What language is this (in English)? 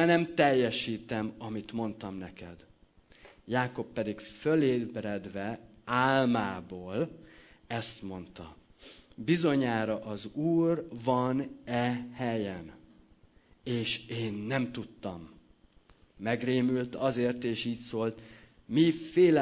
Hungarian